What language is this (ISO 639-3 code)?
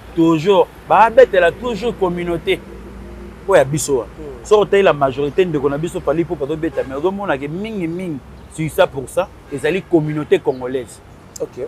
lin